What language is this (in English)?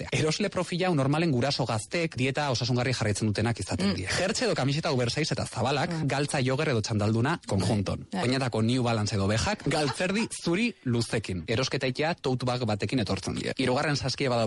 Basque